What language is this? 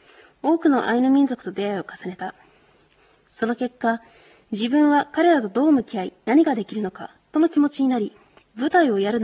Japanese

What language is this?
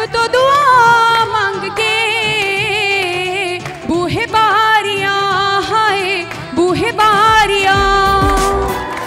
Punjabi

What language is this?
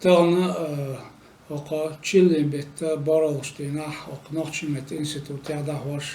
Chechen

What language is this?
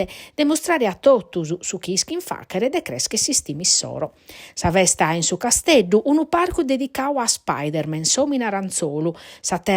Sardinian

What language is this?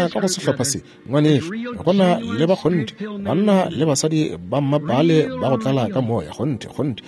Northern Sotho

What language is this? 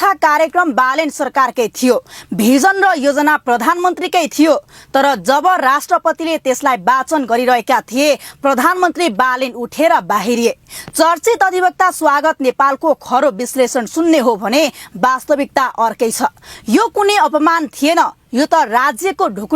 Nepali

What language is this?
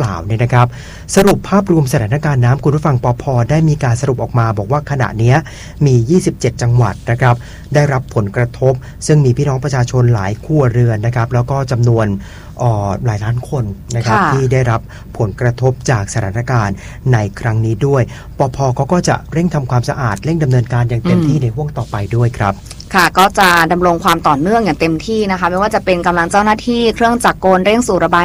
Thai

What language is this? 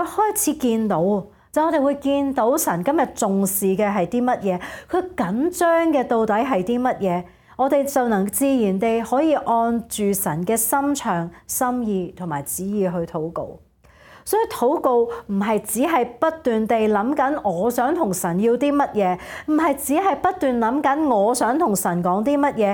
Cantonese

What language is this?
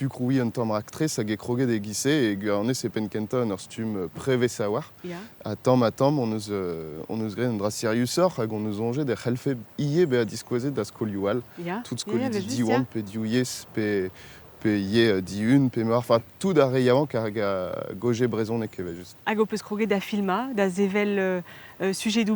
Breton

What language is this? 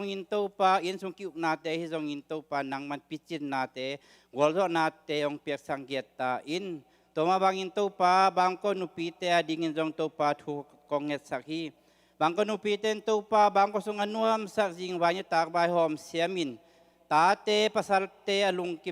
Tedim Chin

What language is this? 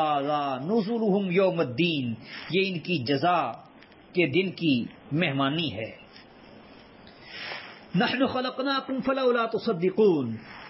Urdu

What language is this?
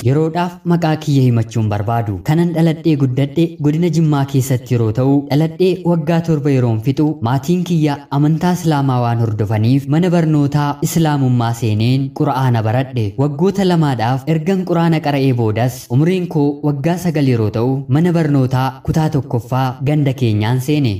Oromo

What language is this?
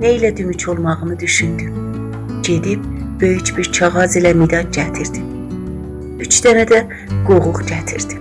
South Azerbaijani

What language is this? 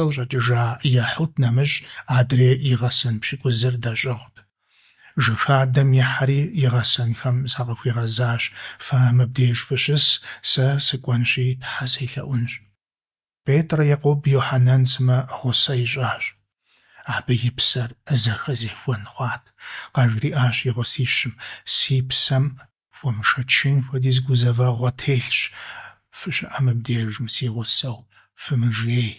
Kabardian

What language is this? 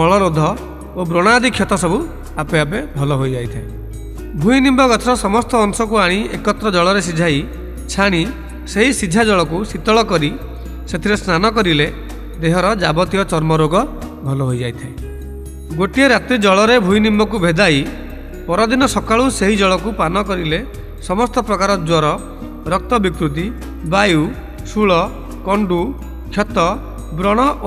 Odia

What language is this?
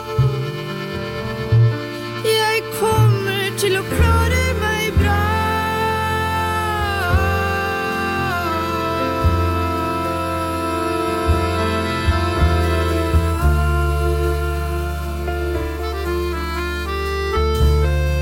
Norwegian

